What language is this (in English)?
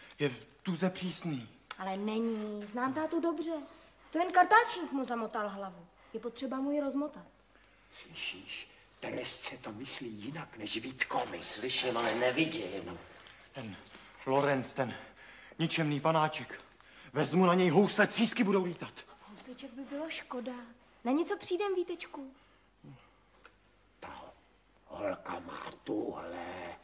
Czech